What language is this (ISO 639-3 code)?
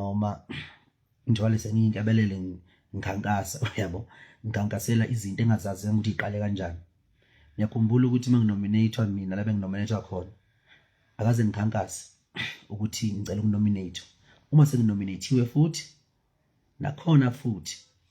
zul